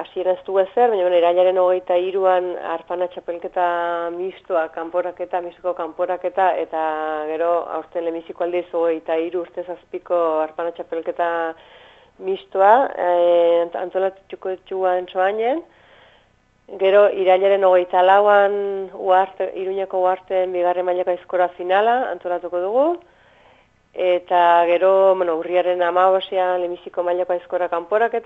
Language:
Basque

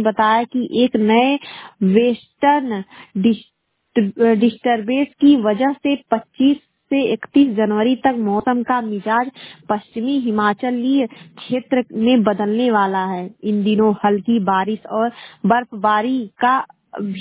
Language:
Hindi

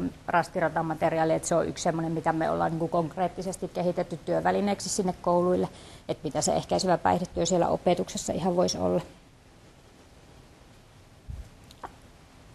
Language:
Finnish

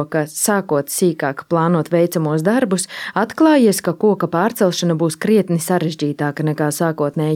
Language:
Latvian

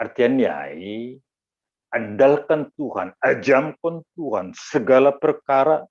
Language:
Batak Simalungun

